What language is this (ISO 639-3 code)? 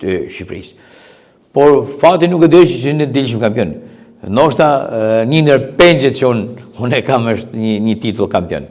sqi